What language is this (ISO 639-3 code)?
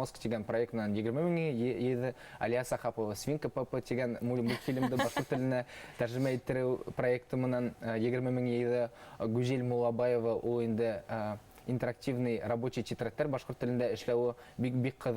bak